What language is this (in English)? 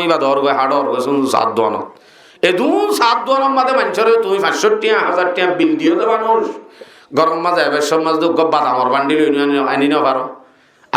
Rohingya